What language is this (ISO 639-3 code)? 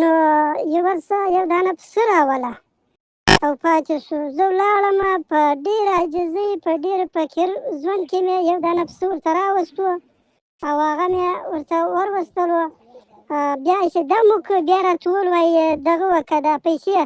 pus